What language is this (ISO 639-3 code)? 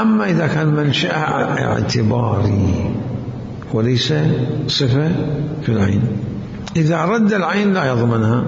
acm